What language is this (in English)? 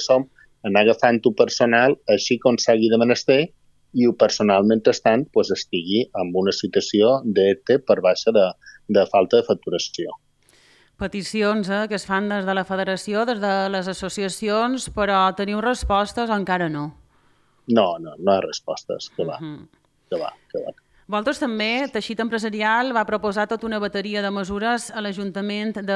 Catalan